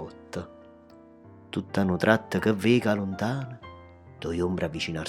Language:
Neapolitan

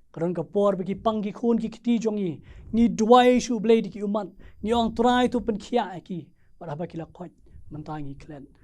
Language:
Khasi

